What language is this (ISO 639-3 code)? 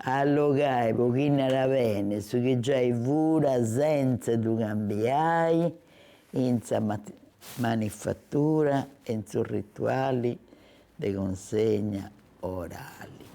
srd